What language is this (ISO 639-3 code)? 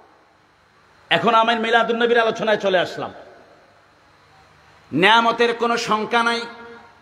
ben